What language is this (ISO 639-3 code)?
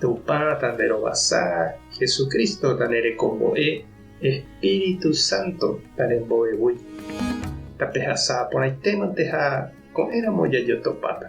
grn